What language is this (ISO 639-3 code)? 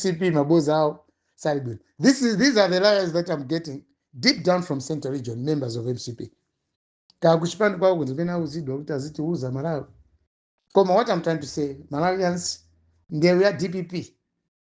nya